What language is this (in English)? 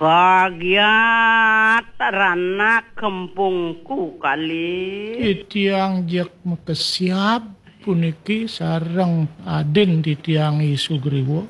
Balinese